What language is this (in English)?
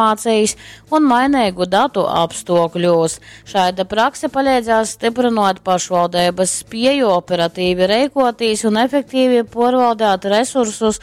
Latgalian